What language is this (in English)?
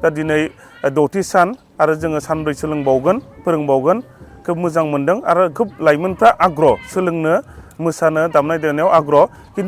Bodo